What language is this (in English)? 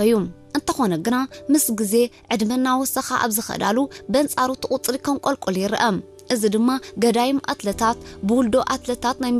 Tigrinya